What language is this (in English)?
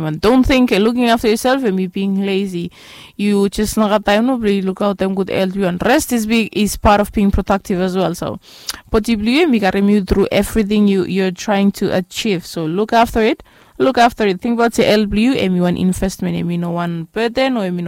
Bislama